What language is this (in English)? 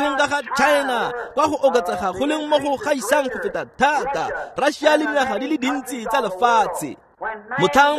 Tswana